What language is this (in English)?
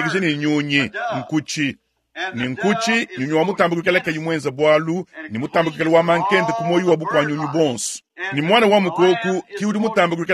Luba-Lulua